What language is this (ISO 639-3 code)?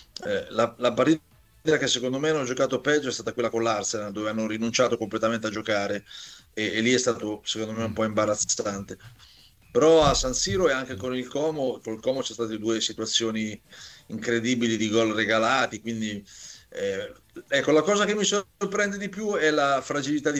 ita